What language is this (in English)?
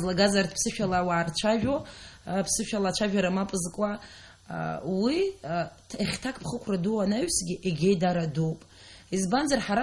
Abkhazian